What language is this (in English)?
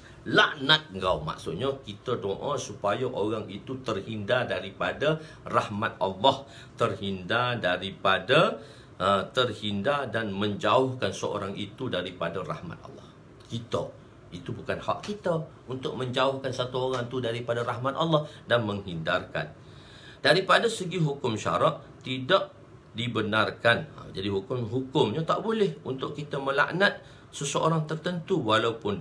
Malay